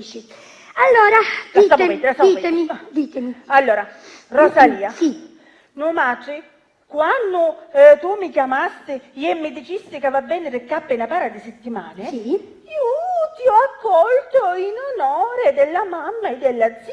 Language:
Sicilian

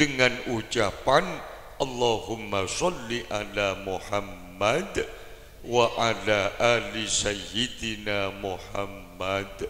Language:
Madurese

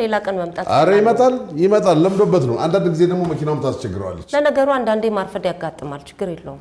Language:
Amharic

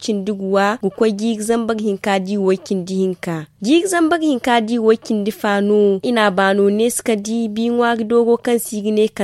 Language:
Zarma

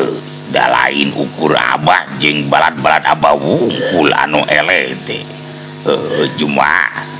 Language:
Sundanese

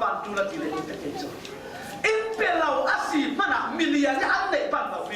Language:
Falam Chin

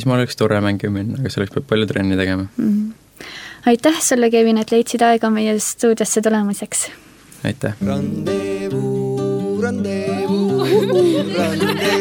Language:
Estonian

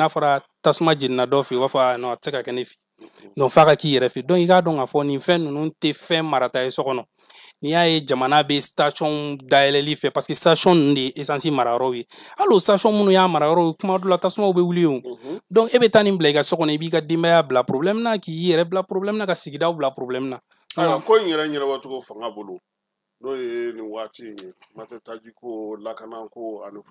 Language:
Bambara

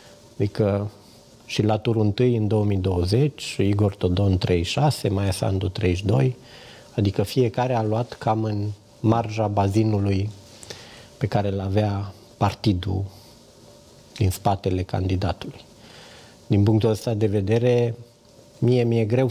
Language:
Romanian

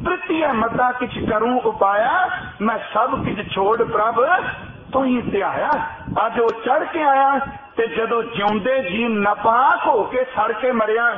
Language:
Punjabi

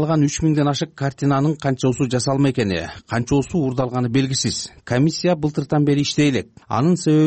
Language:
Kyrgyz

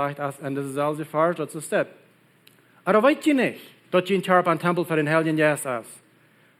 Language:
Plautdietsch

